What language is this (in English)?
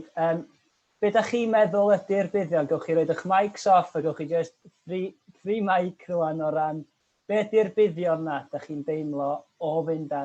Welsh